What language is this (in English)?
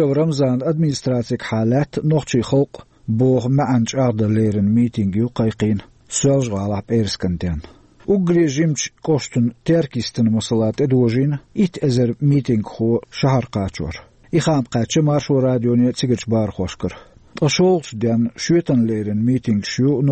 Chechen